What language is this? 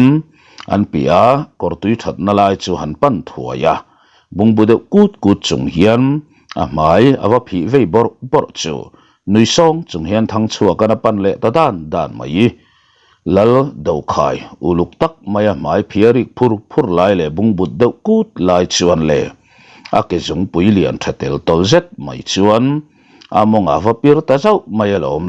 Mizo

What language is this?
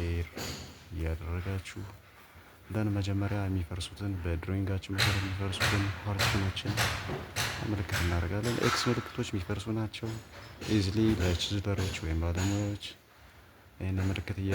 Amharic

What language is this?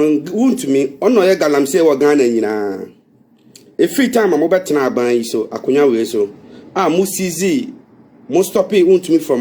Akan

